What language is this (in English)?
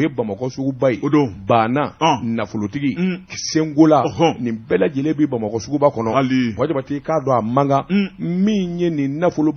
Bambara